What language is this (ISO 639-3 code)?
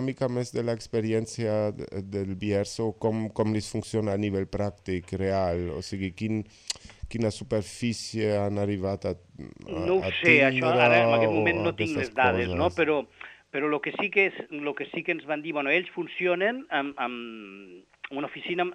cat